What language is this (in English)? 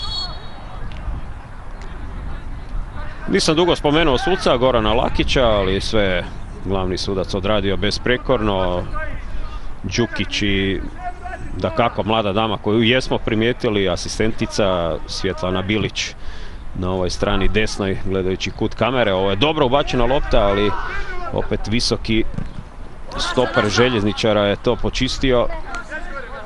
Croatian